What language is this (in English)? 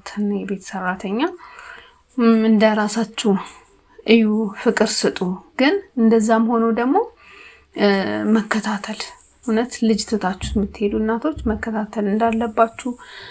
Amharic